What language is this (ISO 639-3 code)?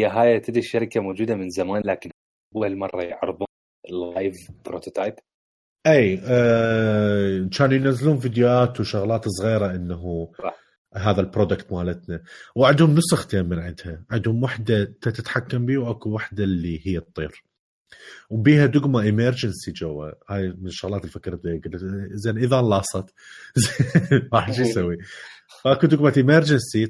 acm